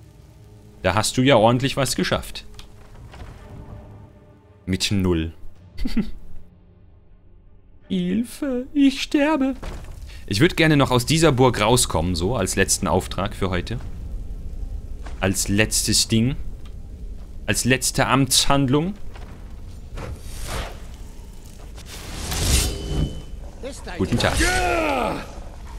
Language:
German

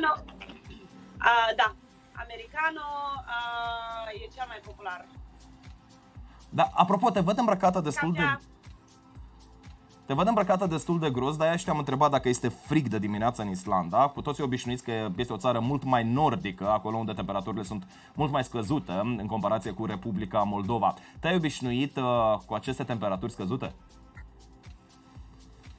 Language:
Romanian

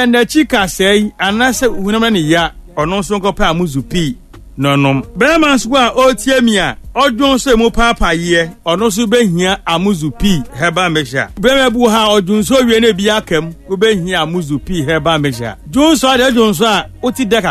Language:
Akan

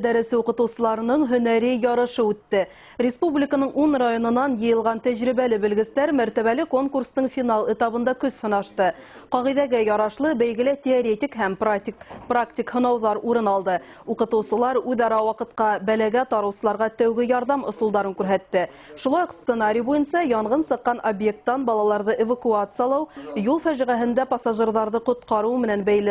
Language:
Bashkir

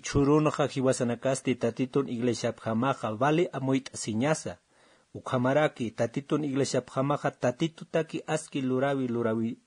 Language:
Aymara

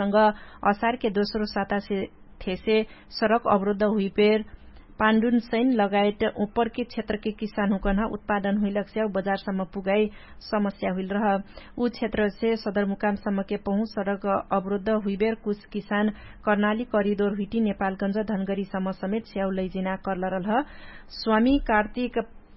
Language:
Dangaura Tharu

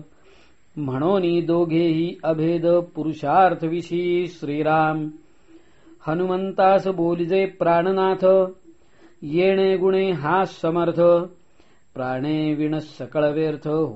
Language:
Marathi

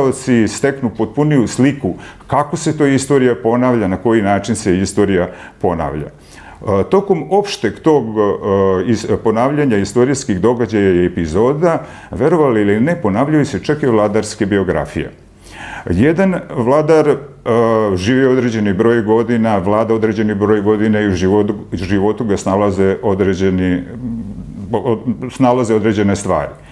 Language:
Serbian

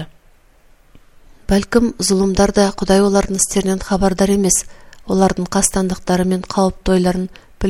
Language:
Kazakh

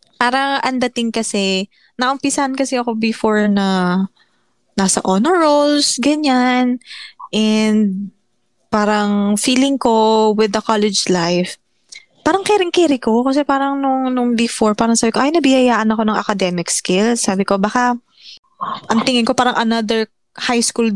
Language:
Filipino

